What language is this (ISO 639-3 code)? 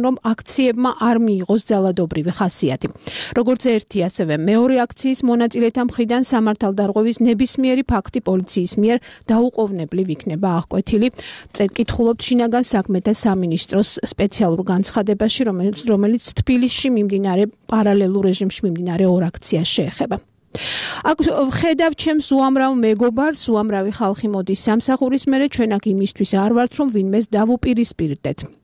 kat